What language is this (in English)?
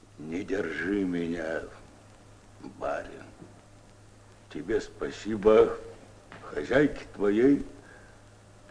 Russian